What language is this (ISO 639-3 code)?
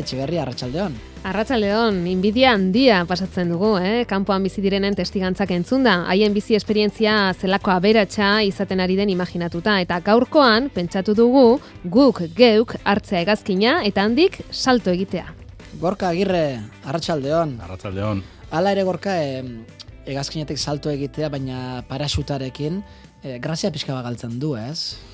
eus